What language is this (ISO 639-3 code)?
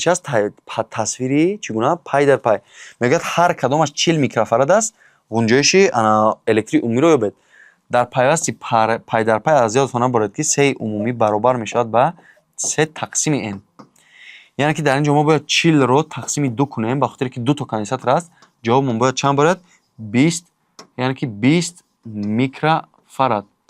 tgk